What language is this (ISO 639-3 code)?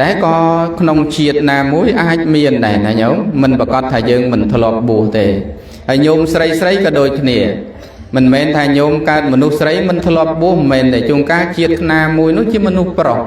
khm